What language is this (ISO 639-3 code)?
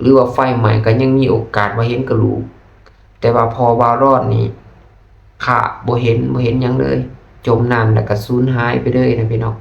lao